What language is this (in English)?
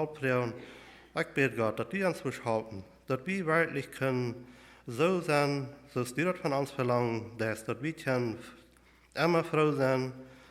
Plautdietsch